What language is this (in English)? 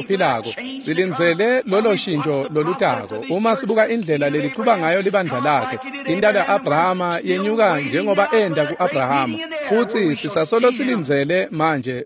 Swati